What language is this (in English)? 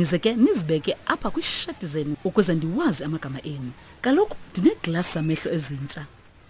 Xhosa